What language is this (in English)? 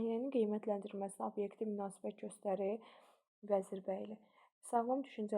Azerbaijani